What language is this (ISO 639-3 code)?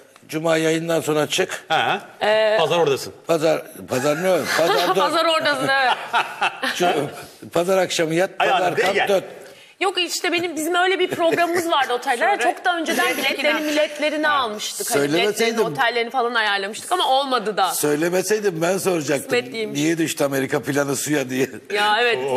tur